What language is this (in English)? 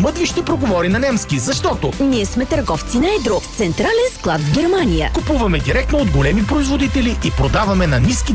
Bulgarian